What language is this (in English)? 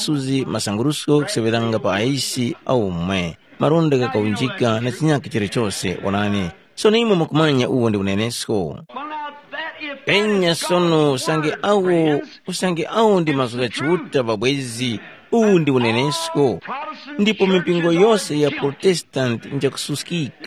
Tumbuka